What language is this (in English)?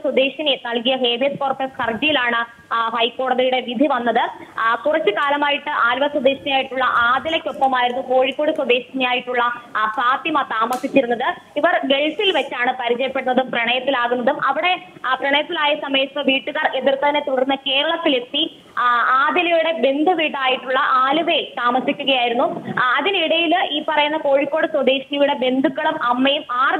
Malayalam